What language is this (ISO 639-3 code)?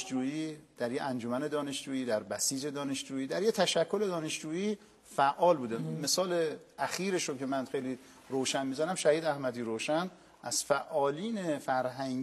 fas